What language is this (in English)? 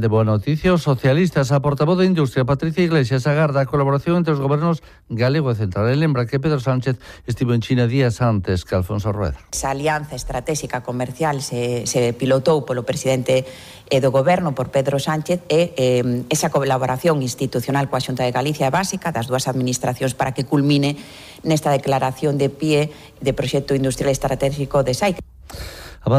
Galician